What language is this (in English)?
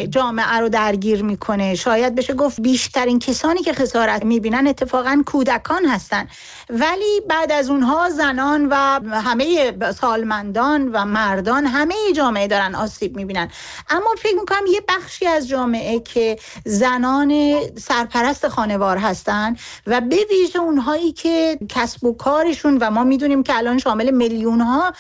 Persian